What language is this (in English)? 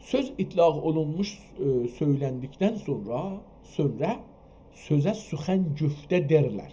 South Azerbaijani